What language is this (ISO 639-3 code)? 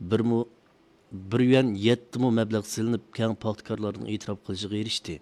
uig